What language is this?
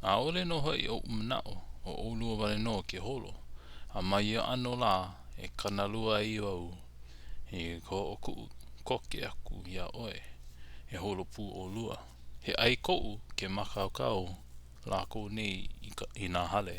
Hawaiian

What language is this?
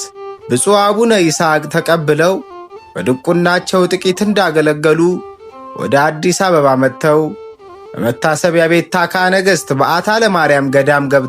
Amharic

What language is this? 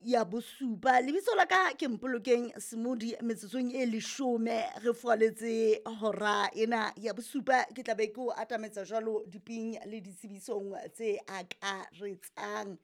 Southern Sotho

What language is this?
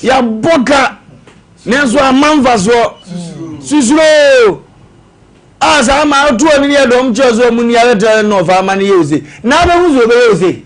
Akan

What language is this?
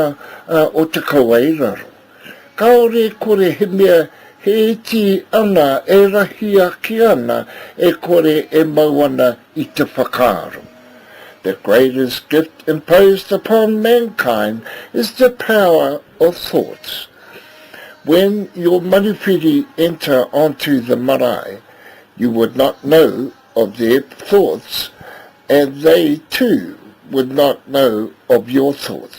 Māori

